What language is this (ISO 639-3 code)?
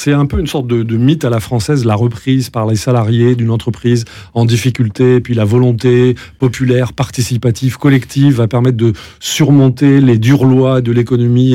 fra